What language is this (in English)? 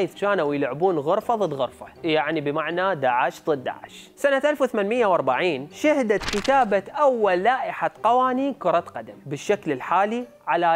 Mesopotamian Arabic